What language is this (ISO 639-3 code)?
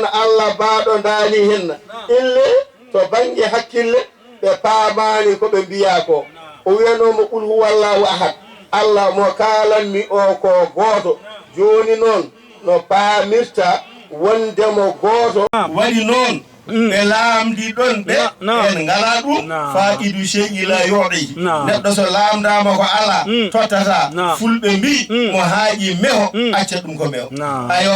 ful